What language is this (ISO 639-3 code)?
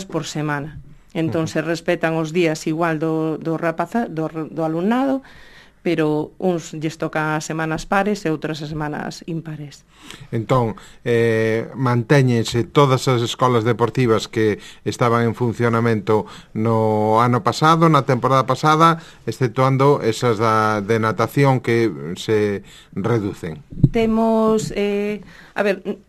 glg